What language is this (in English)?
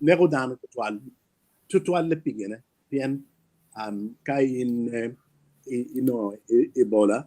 Acoli